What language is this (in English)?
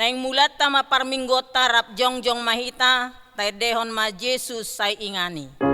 Batak Toba